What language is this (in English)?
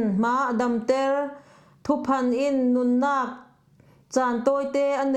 Falam Chin